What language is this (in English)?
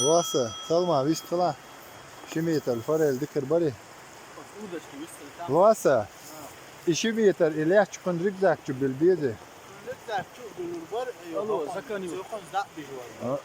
Chechen